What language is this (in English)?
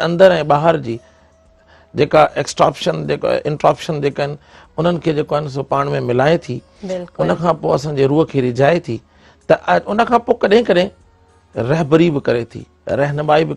Sindhi